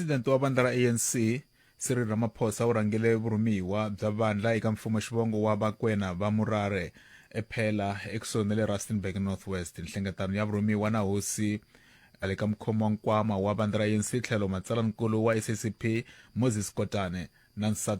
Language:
Tsonga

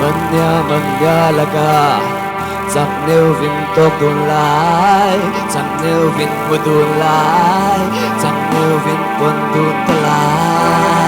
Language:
Falam Chin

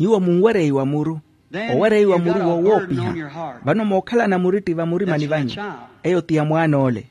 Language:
Makhuwa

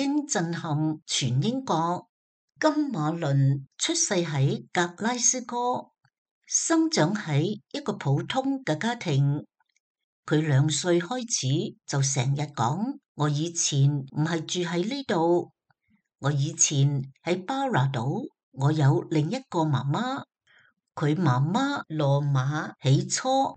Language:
Cantonese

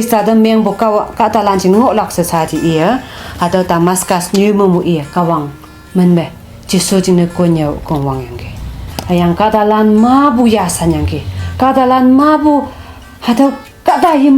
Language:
Konyak Naga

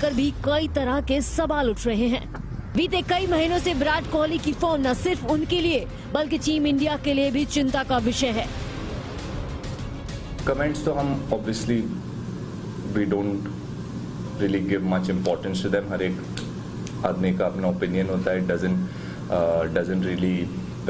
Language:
Hindi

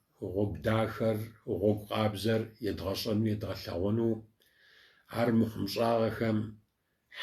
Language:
Kabardian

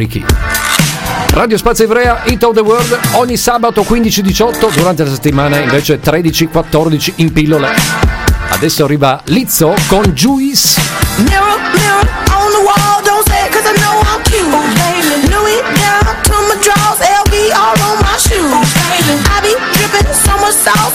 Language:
Italian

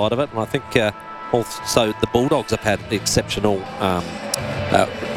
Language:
English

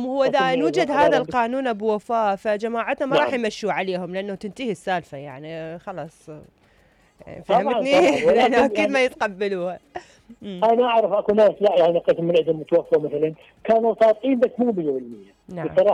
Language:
Mesopotamian Arabic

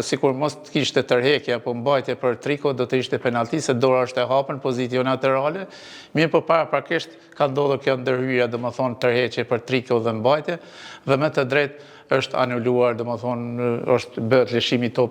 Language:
Albanian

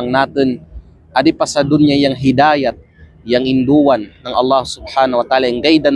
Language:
Kalagan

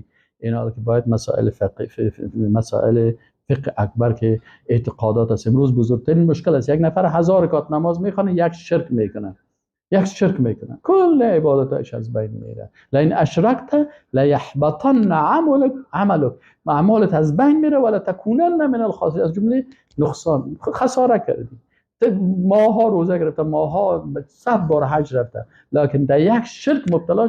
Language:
Persian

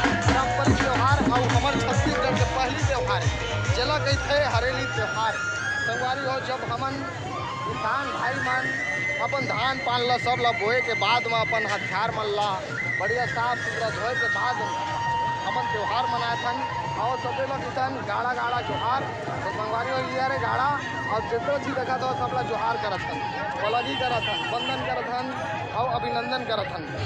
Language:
Chhattisgarhi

